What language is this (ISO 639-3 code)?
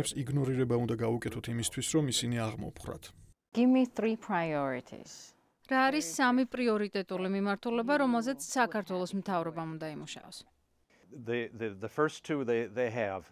kat